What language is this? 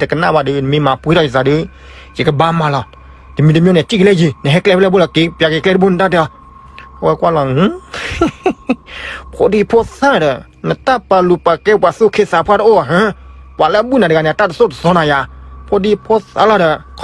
S'gaw Karen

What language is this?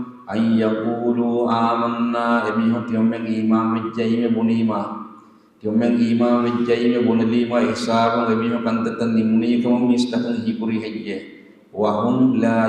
Divehi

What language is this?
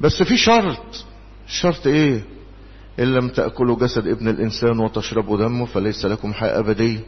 Egyptian Arabic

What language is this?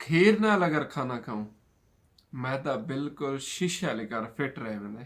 Saraiki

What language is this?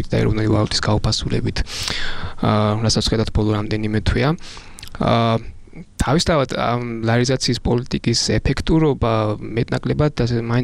Georgian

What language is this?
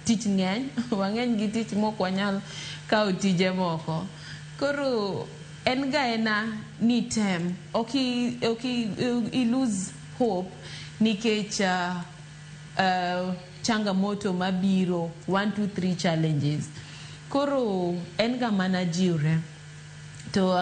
Luo (Kenya and Tanzania)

